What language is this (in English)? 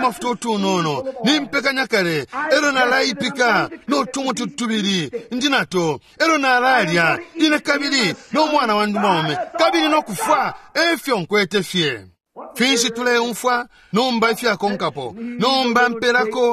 Bemba